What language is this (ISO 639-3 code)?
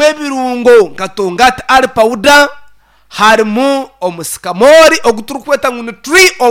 nyn